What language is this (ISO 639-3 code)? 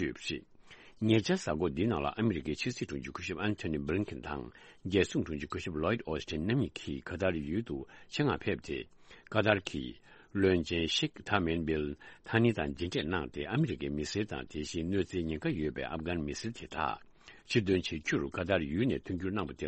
bod